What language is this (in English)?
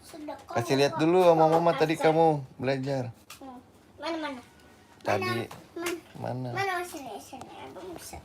Betawi